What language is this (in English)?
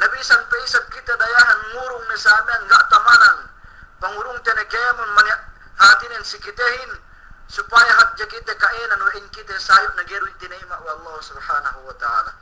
Yakan